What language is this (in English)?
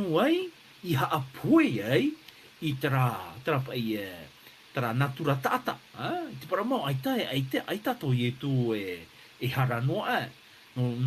Tahitian